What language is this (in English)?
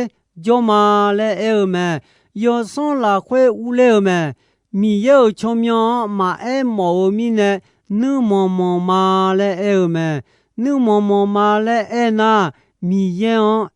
Akha